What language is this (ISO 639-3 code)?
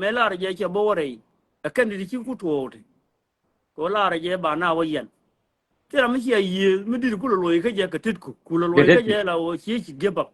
nus